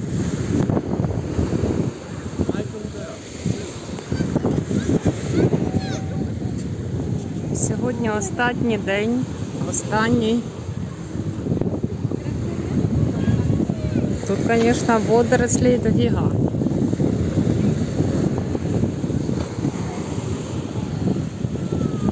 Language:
Ukrainian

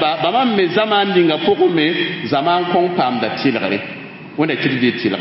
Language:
Mossi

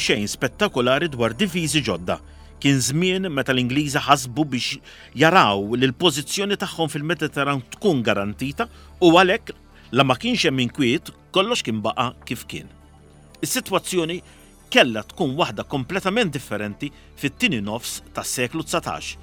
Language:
Maltese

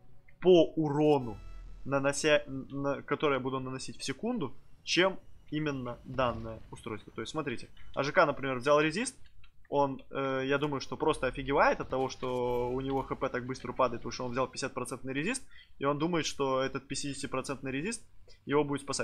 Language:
Russian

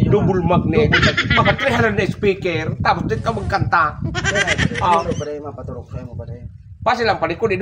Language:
Bikol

